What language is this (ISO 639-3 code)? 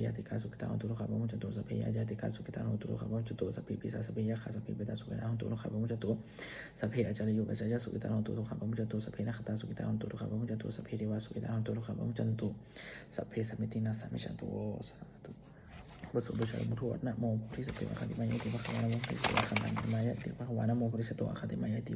pli